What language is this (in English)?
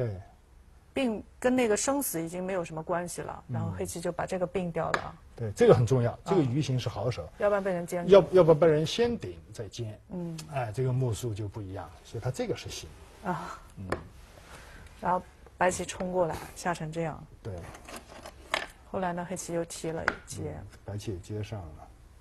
Chinese